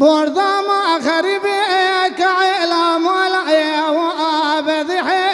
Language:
Kurdish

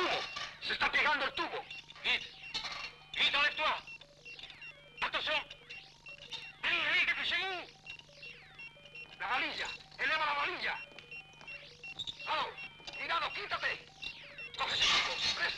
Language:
Italian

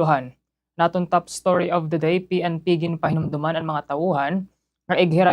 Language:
Waray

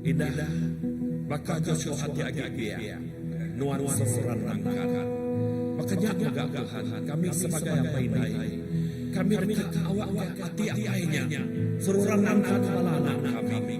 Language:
Iban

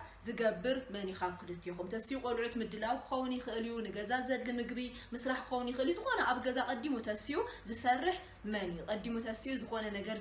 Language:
Tigrinya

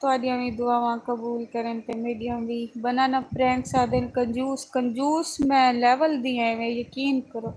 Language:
Saraiki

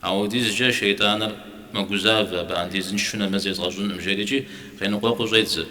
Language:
Kabardian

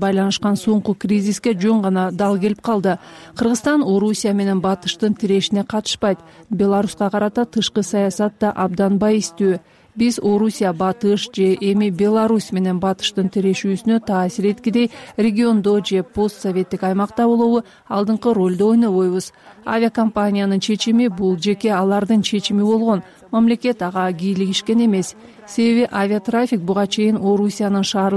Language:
Kyrgyz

